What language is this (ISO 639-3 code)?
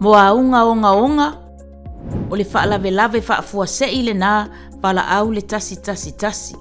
smo